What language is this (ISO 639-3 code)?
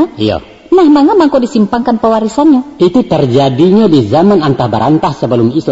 min